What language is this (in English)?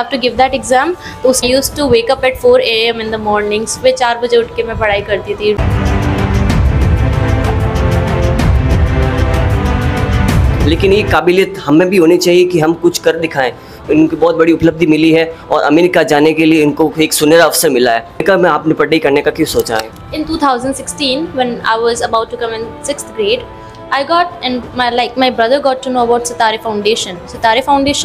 Hindi